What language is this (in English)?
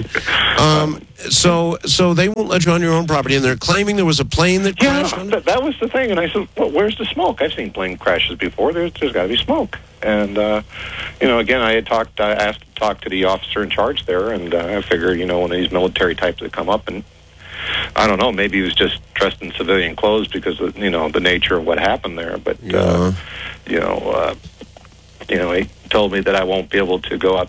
English